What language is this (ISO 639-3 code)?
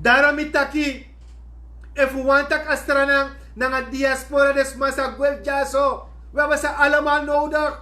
srn